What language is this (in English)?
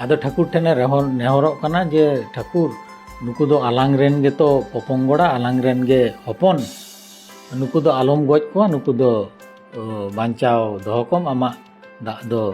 Santali